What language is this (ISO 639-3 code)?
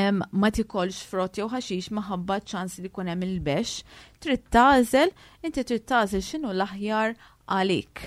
mlt